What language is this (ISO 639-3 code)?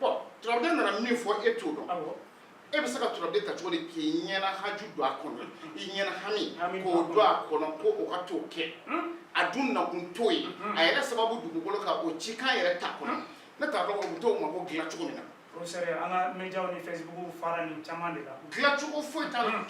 bam